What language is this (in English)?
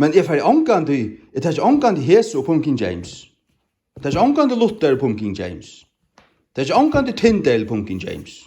Faroese